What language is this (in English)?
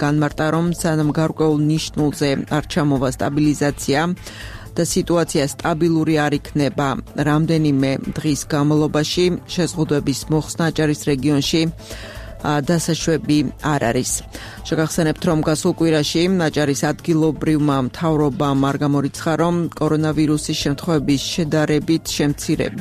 Georgian